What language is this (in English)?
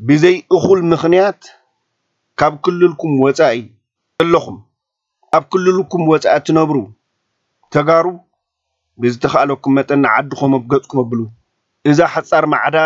Tigrinya